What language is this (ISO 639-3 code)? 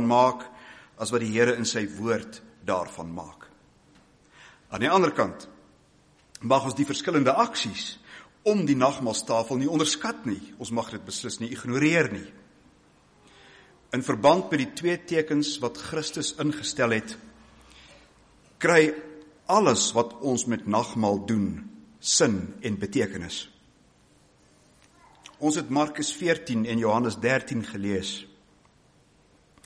afr